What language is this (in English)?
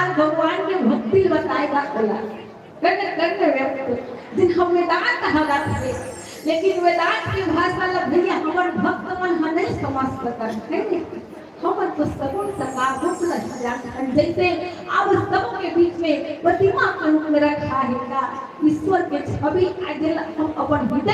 Chhattisgarhi